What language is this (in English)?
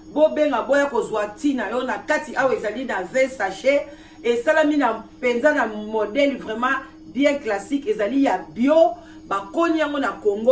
Lingala